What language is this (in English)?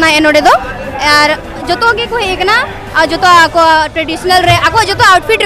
Santali